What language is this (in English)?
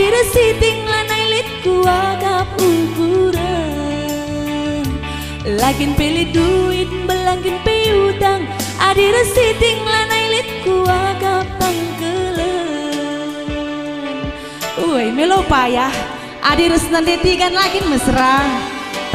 Batak Karo